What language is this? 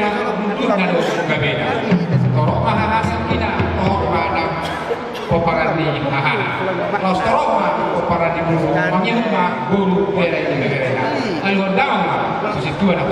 Batak Toba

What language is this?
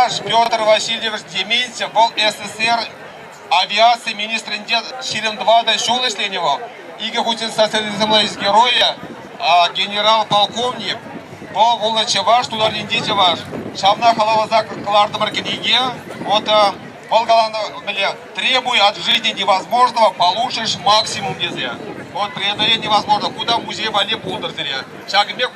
Chuvash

